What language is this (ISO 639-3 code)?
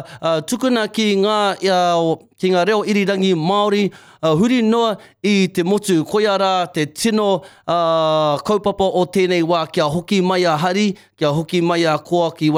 mri